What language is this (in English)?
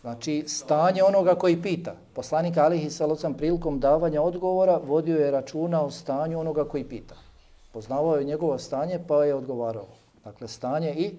Bosnian